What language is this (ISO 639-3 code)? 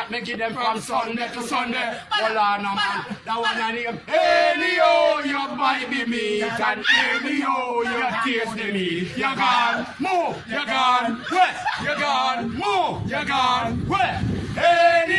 jam